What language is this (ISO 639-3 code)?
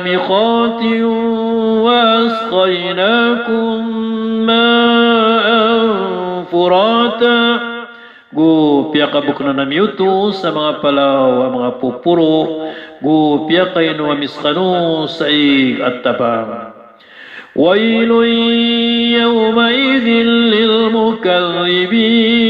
mrw